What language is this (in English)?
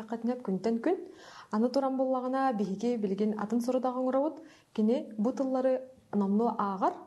Yakut